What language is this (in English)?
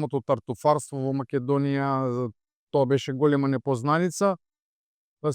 Macedonian